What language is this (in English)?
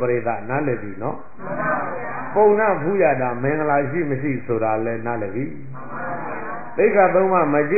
Burmese